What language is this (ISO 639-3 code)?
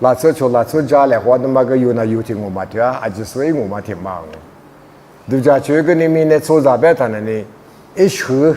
lis